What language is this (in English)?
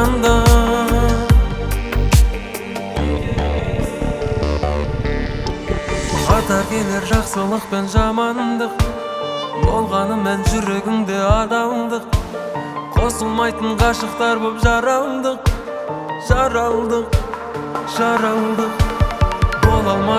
Kazakh